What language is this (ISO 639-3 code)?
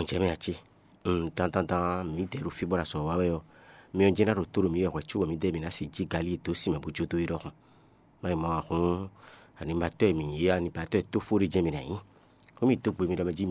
fon